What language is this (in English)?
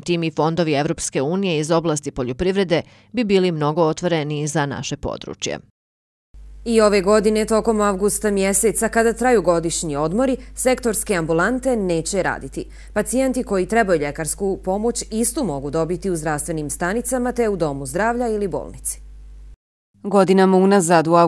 Bosnian